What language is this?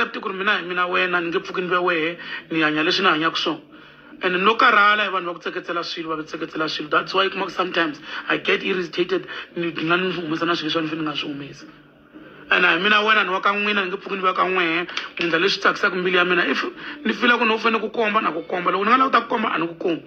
Tsonga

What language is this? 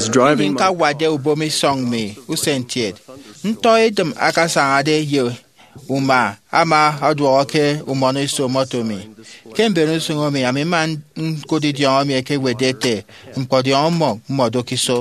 Efik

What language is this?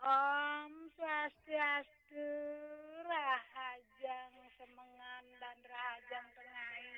Balinese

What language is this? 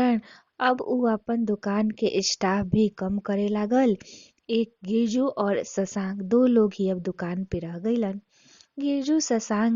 Bhojpuri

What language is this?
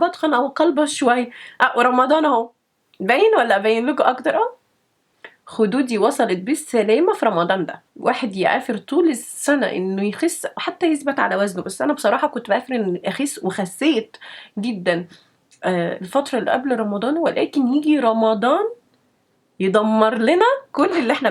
Egyptian Arabic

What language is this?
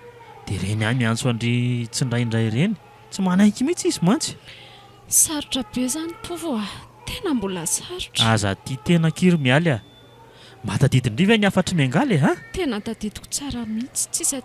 Malagasy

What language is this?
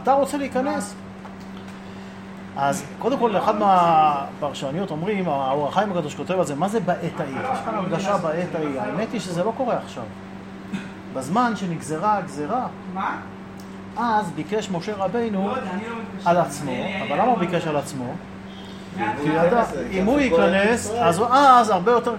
Hebrew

